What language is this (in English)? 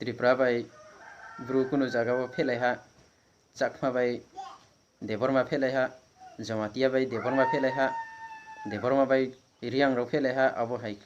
Riang (India)